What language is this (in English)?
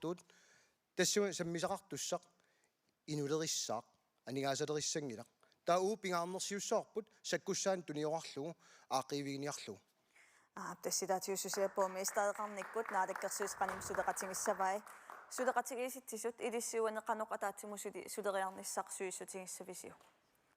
Kalaallisut